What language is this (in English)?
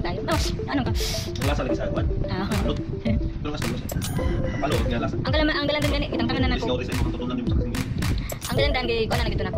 Cebuano